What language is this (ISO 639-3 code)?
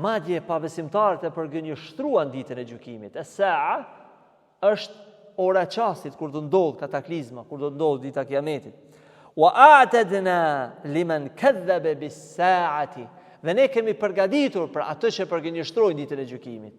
sqi